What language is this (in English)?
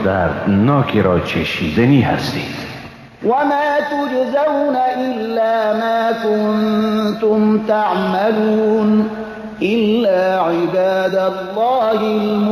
Persian